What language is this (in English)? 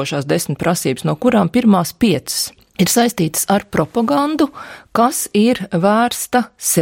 Latvian